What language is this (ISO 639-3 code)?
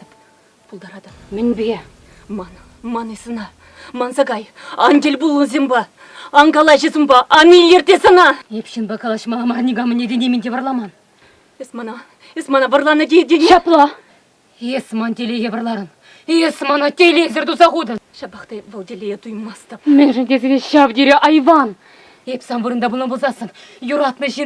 chv